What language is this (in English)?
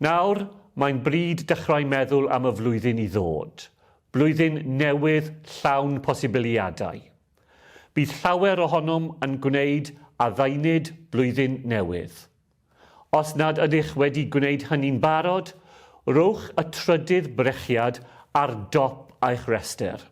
Welsh